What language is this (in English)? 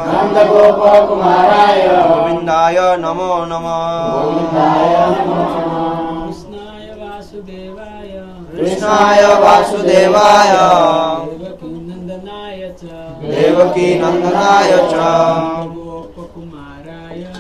Odia